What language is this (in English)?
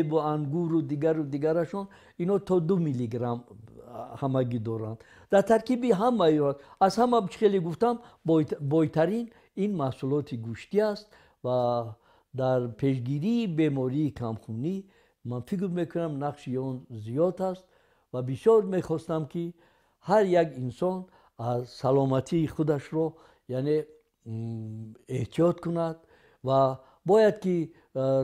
Tajik